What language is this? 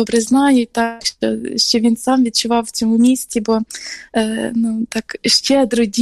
Ukrainian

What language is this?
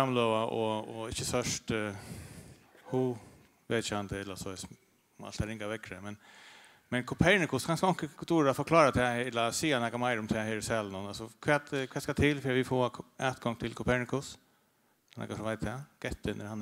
Faroese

